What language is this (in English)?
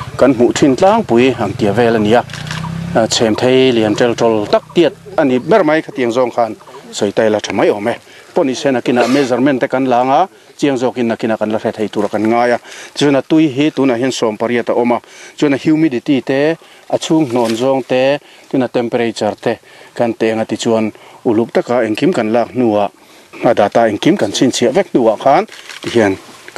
Mizo